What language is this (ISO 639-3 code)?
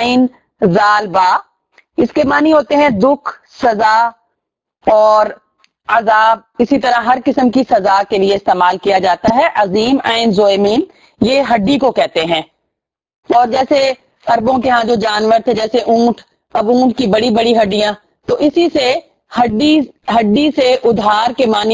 urd